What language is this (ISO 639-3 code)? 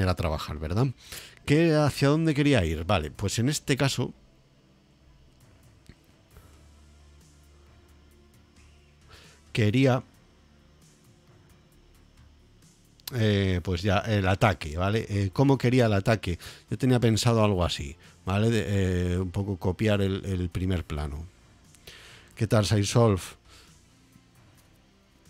spa